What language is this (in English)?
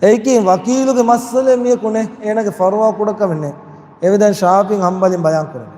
Divehi